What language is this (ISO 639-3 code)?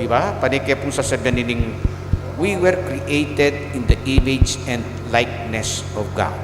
pam